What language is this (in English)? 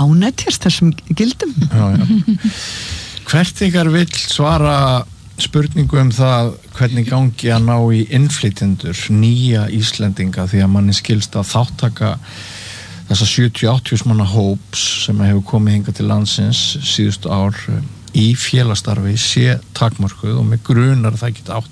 Icelandic